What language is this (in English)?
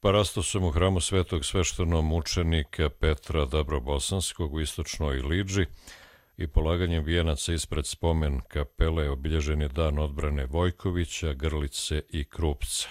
Croatian